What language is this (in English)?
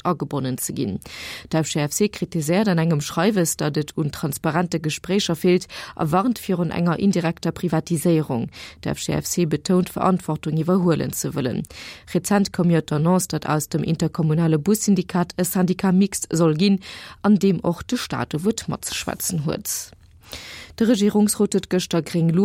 Luxembourgish